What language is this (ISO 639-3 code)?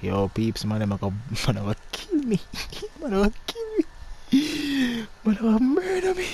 jam